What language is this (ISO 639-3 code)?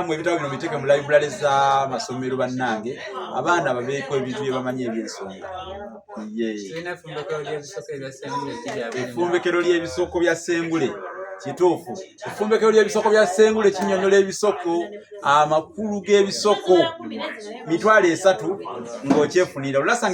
lug